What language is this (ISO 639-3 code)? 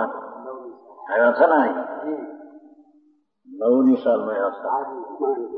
guj